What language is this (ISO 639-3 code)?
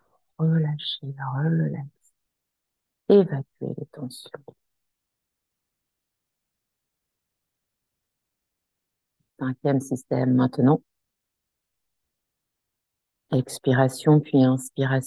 fra